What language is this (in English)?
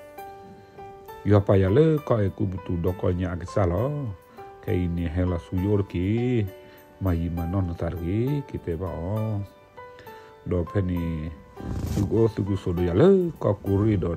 S'gaw Karen